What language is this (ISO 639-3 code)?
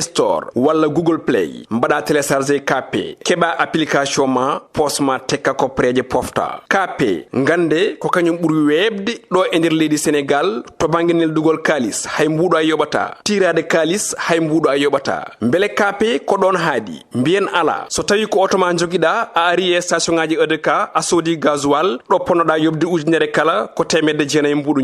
ful